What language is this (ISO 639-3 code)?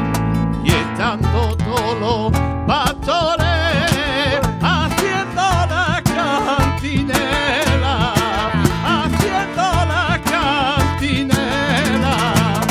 spa